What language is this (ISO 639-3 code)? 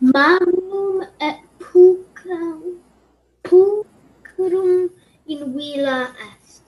lat